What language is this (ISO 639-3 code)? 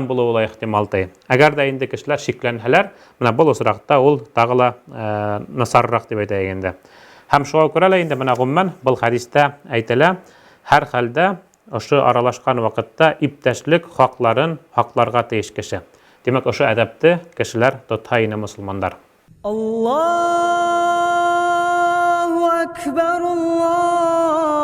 bak